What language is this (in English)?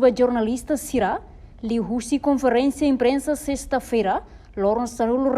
Tetum